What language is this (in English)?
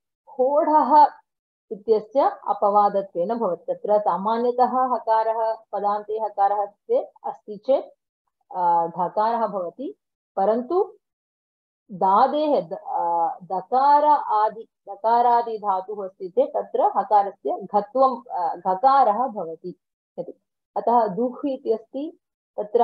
Sanskrit